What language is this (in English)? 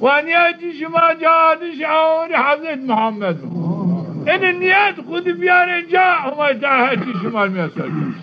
Zaza